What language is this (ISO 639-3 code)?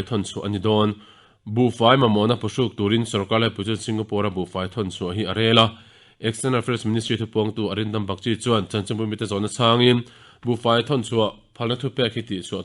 lus